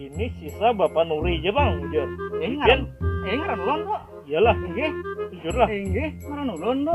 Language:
Banjar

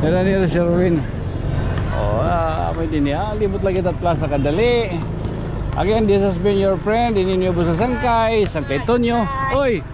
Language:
Waray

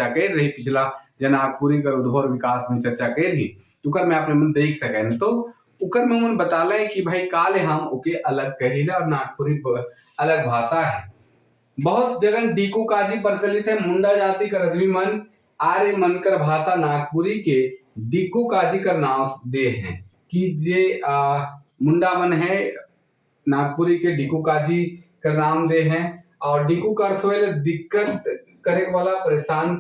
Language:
Sadri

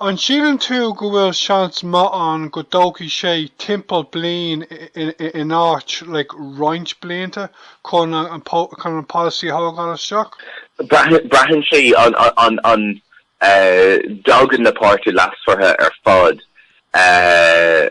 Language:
Irish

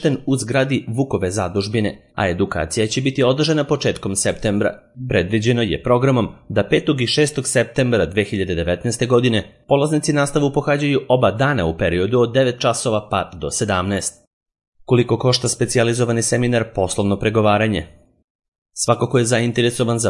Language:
Serbian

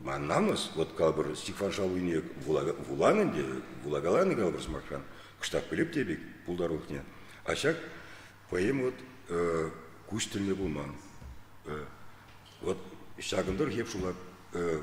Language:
Chuvash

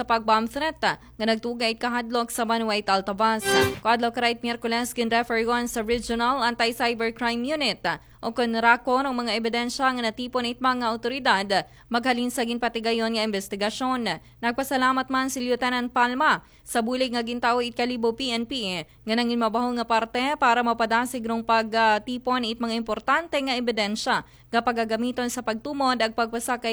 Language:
Aklanon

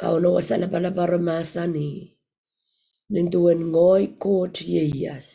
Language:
Pohnpeian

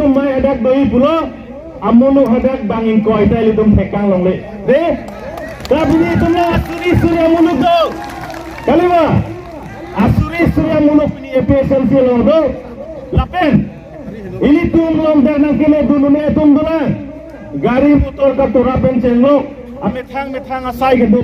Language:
Karbi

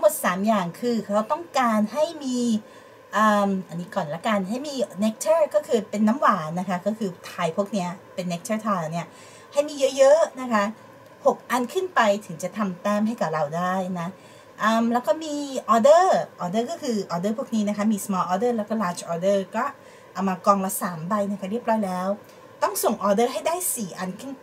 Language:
Thai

